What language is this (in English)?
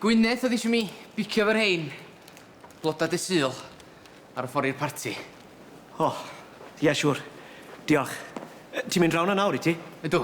Welsh